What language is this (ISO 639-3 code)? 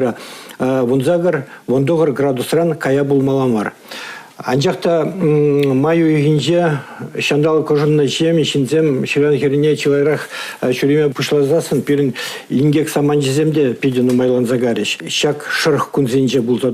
chv